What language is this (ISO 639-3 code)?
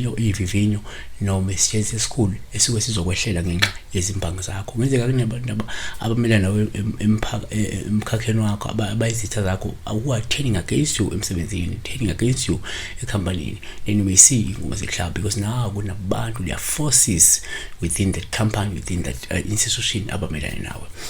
zul